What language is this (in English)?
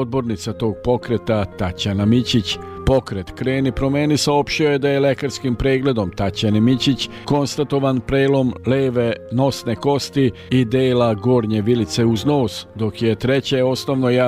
Serbian